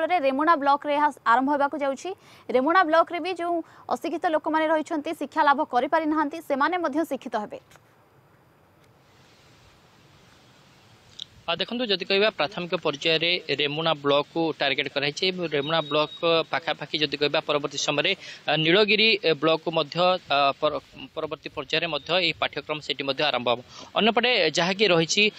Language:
Odia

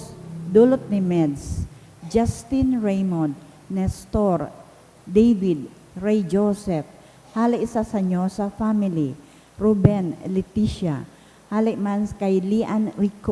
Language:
Bikol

